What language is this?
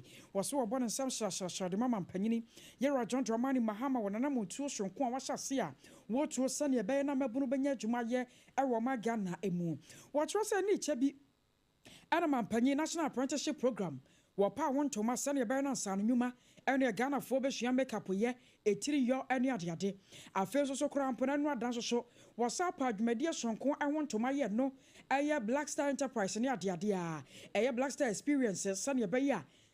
Akan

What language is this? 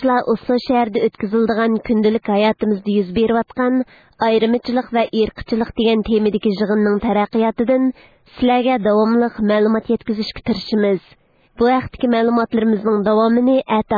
Uyghur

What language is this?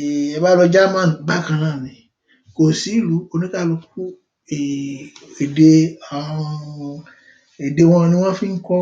Yoruba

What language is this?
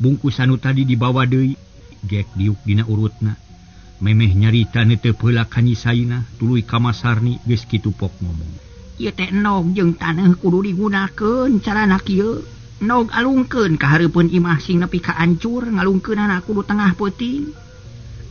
Sundanese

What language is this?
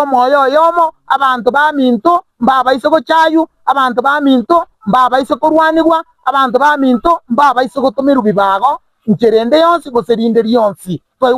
Gusii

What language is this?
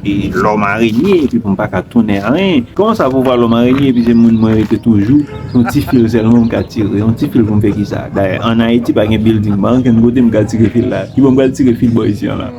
Haitian Creole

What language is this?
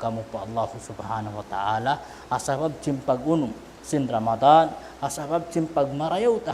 Tausug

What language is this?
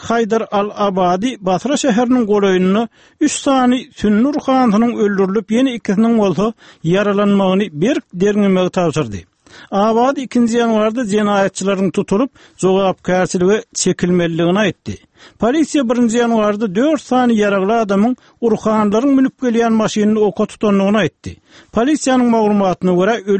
Turkmen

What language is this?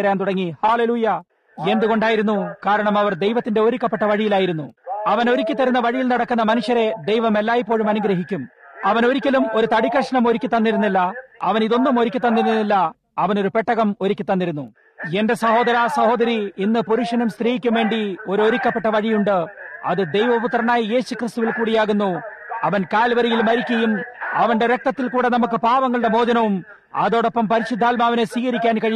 Malayalam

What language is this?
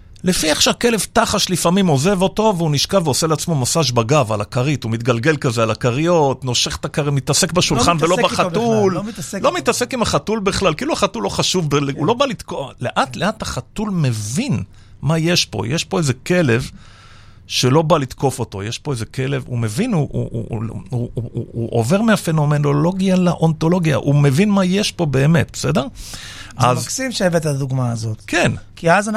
Hebrew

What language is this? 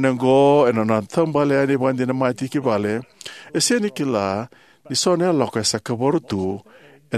Fijian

